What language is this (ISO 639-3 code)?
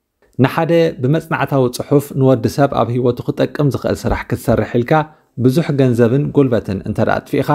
tir